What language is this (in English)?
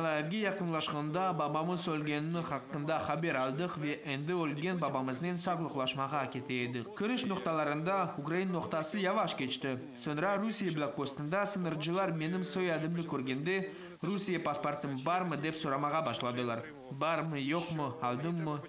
Crimean Tatar